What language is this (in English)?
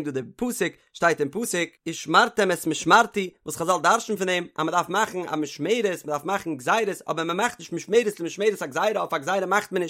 Yiddish